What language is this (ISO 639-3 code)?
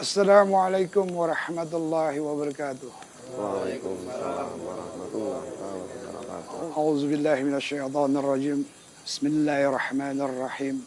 bjn